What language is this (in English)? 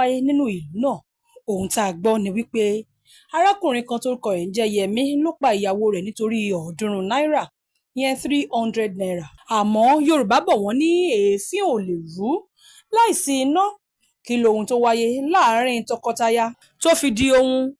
Yoruba